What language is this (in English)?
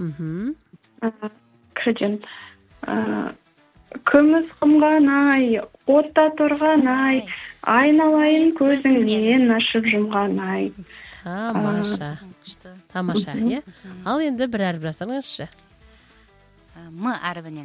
Kazakh